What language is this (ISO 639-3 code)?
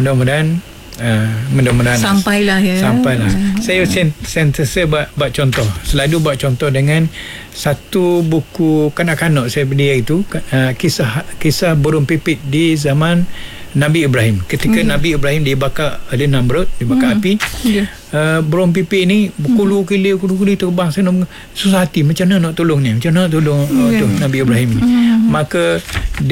msa